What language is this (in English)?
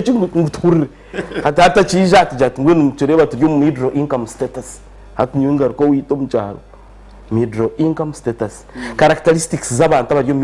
Nyankole